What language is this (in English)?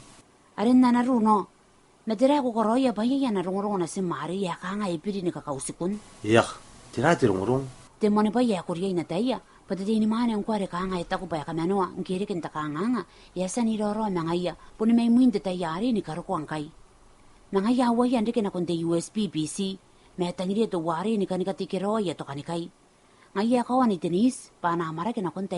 Gilbertese